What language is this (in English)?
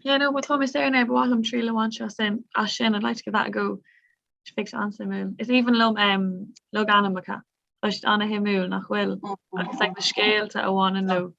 Irish